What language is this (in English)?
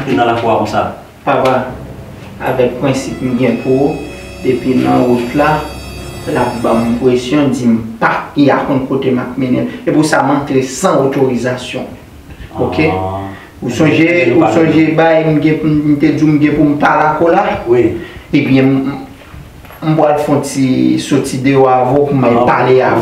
Haitian Creole